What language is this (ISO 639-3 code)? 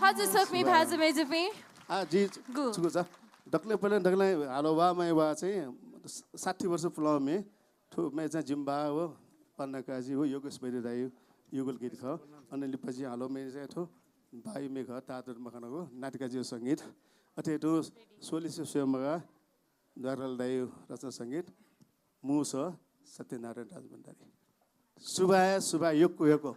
new